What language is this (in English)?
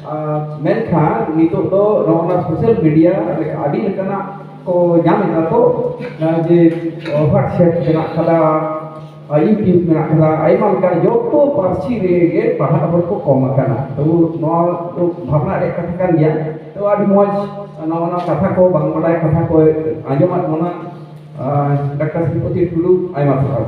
Santali